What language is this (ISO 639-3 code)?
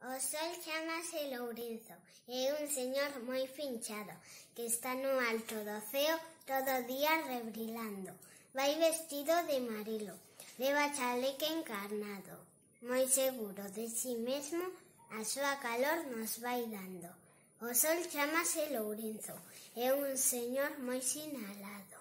glg